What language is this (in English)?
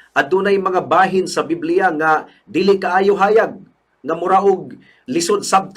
Cebuano